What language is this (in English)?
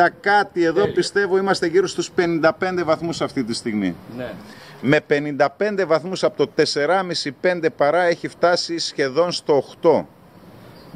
Greek